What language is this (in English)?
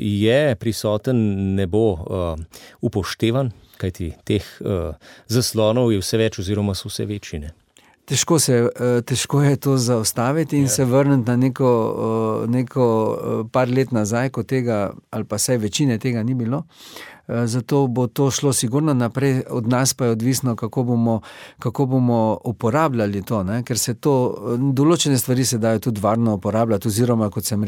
Slovenian